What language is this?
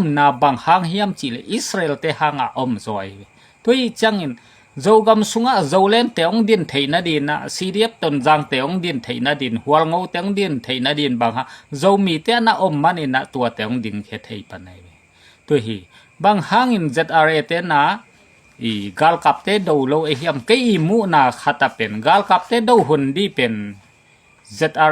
Tedim Chin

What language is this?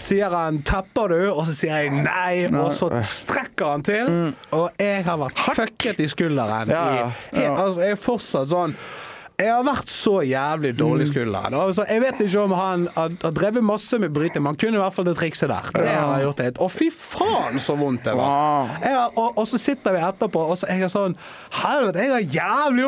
Norwegian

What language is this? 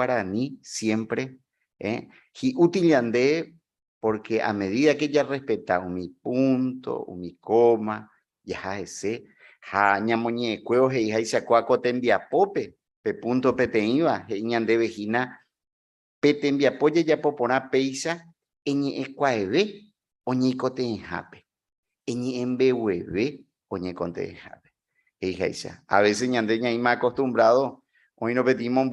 Guarani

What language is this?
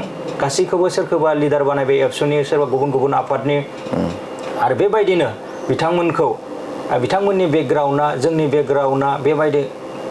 Bodo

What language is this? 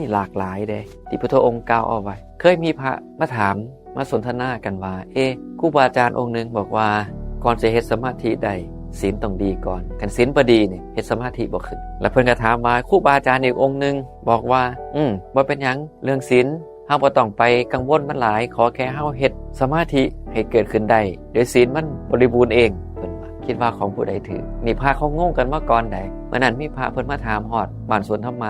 Northeastern Thai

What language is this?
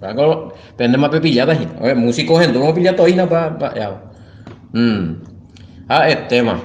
Guarani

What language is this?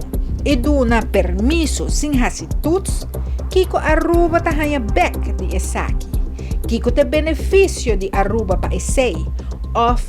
Papiamento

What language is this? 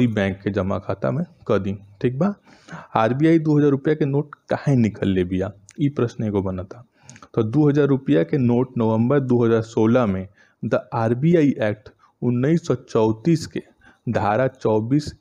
Bhojpuri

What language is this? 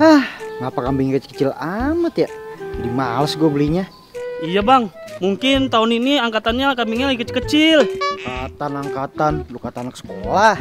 Betawi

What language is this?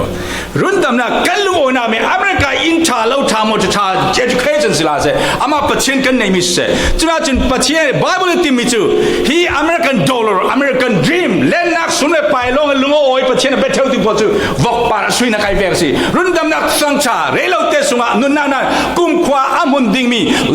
Falam Chin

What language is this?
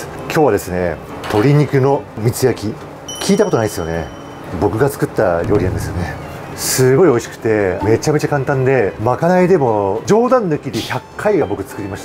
Japanese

